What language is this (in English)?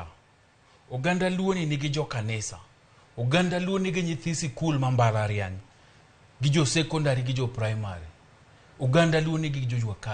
Luo (Kenya and Tanzania)